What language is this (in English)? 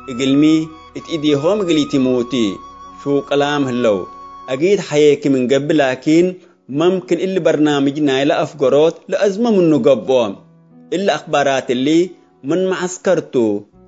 Tigre